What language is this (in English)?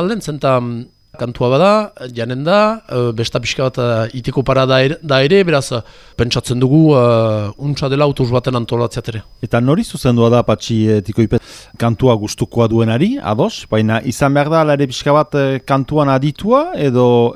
Basque